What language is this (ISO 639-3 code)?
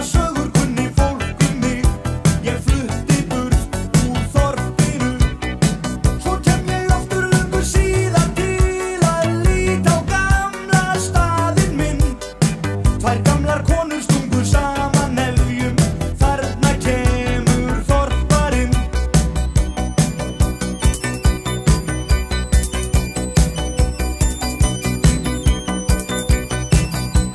isl